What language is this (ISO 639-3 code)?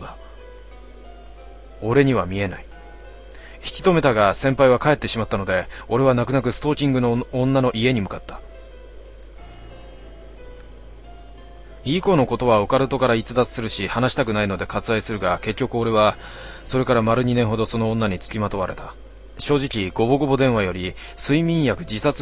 jpn